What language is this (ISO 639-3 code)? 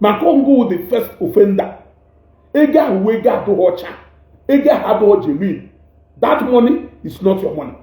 ibo